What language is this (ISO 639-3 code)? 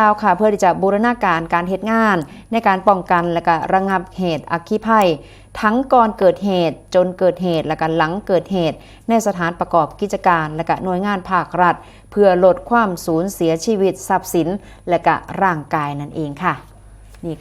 tts